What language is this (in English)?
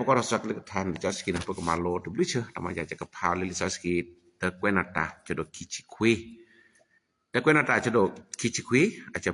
S'gaw Karen